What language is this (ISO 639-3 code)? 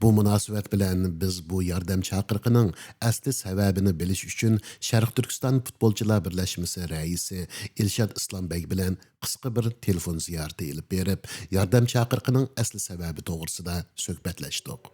uig